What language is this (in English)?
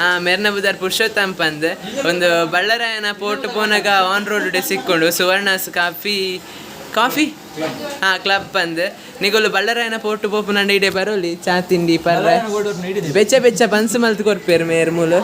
Tulu